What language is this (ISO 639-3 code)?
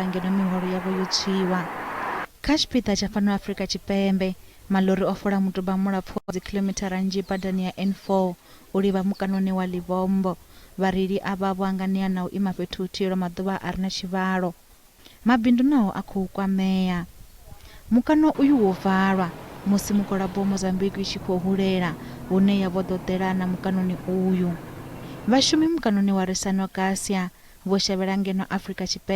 ven